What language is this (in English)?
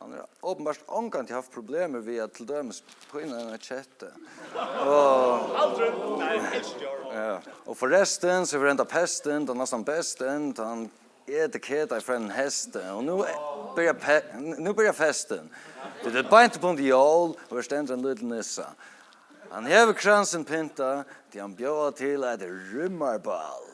Faroese